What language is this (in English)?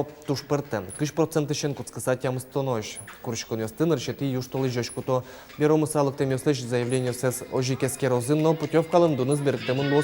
Udmurt